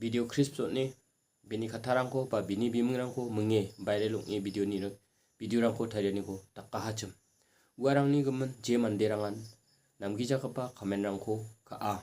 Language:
Garo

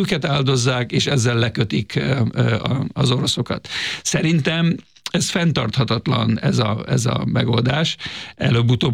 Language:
Hungarian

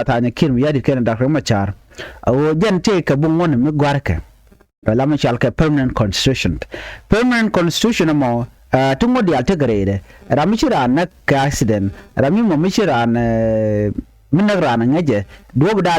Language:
Nuer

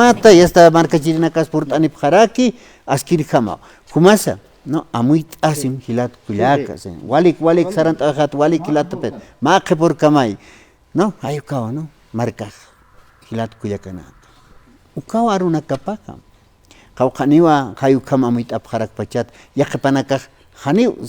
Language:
Aymara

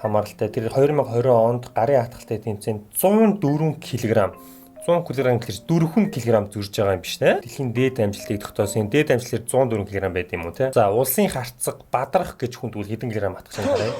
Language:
Mongolian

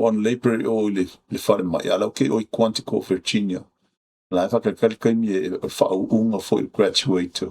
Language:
Samoan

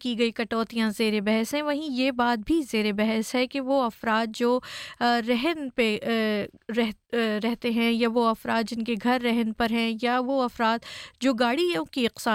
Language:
Urdu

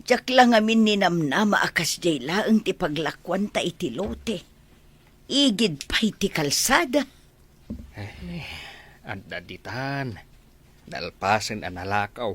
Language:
Iloko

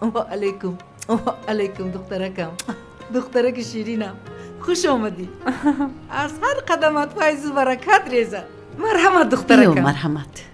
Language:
Tajik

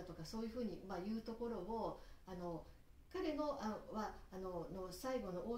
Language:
Japanese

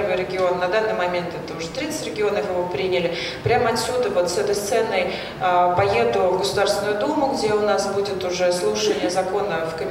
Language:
Russian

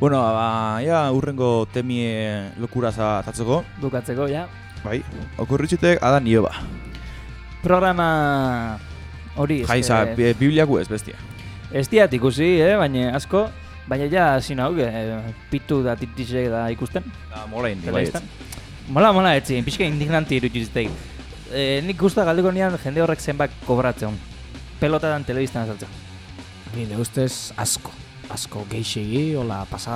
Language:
Basque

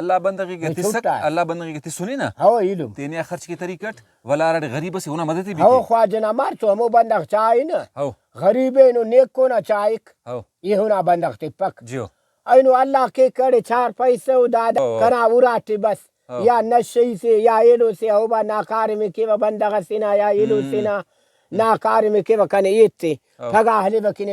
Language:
Brahui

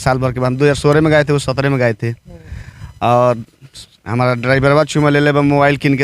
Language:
Bhojpuri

